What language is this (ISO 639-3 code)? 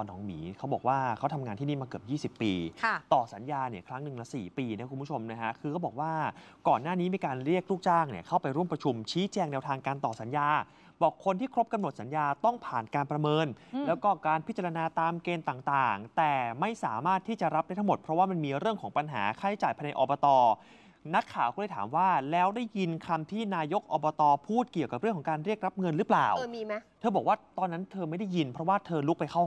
tha